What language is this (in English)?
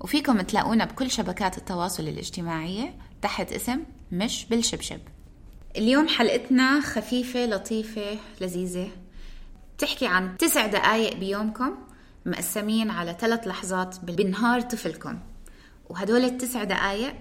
North Levantine Arabic